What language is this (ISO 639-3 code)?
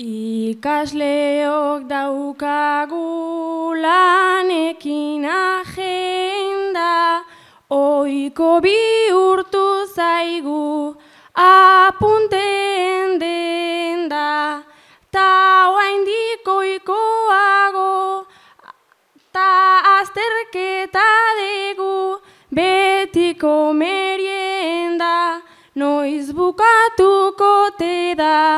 eus